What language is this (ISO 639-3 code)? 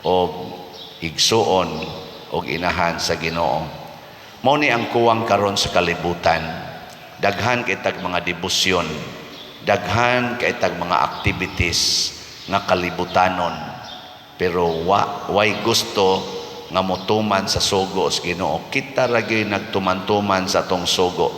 ceb